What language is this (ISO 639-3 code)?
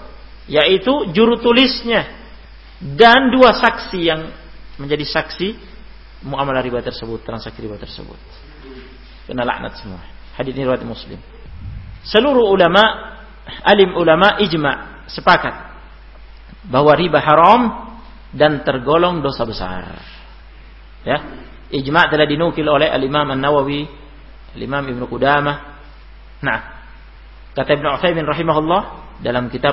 ind